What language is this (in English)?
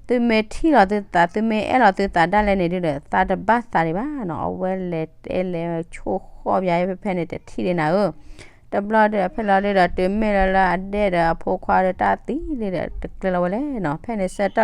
S'gaw Karen